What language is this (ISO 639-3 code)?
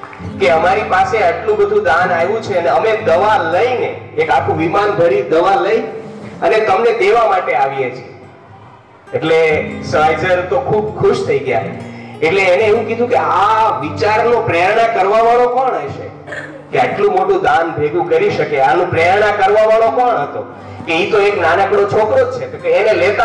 guj